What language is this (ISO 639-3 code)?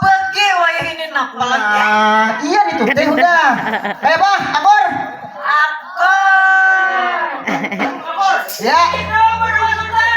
bjn